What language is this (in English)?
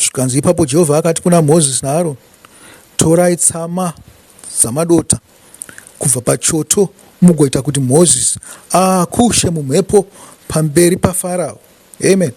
Shona